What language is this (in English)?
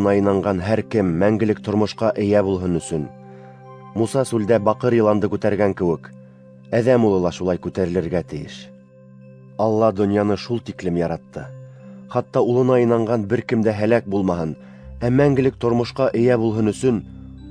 Bashkir